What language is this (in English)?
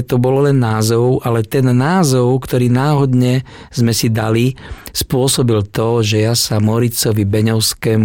Slovak